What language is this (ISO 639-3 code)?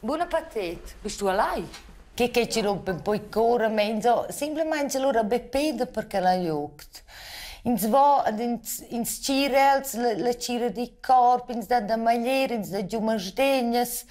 roh